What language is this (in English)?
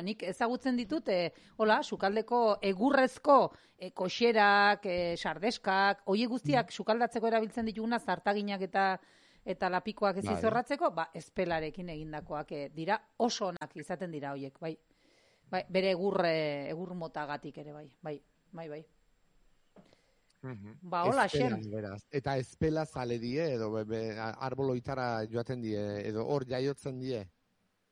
Basque